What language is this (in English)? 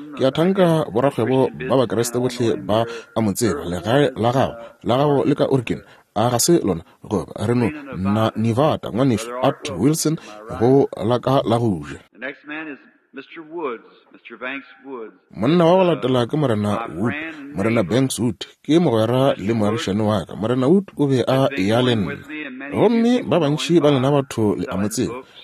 Northern Sotho